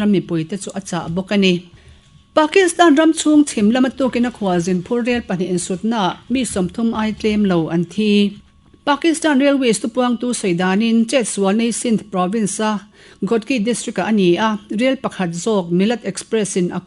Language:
Mizo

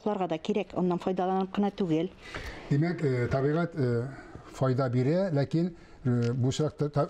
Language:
Tatar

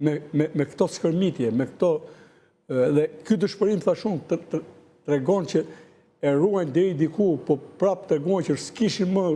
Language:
Albanian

